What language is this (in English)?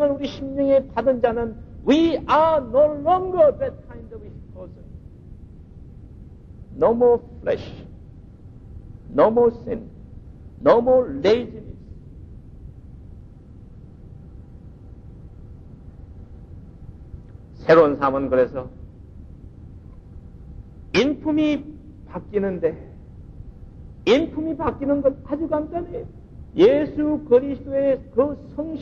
Korean